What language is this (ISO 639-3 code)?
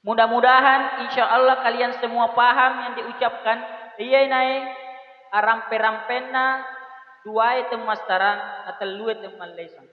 bug